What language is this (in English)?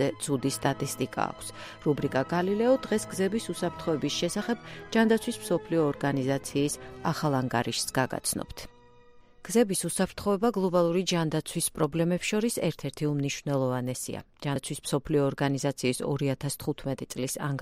Georgian